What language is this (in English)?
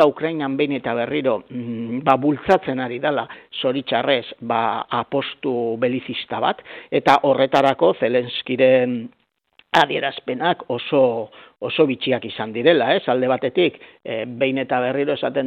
Basque